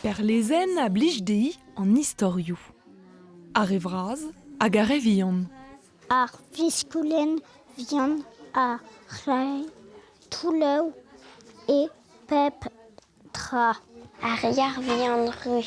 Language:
Breton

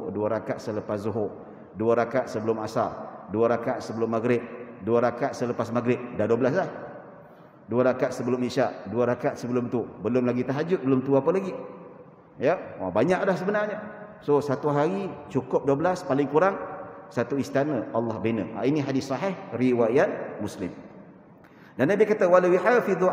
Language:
Malay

